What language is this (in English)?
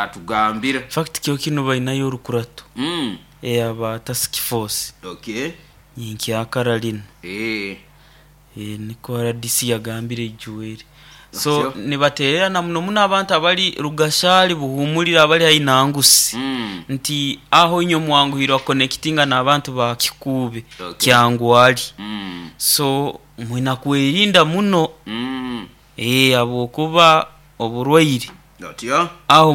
Nyoro